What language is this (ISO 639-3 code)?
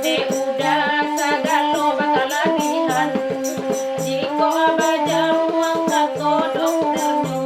min